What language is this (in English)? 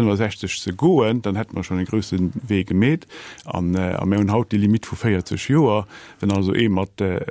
Luxembourgish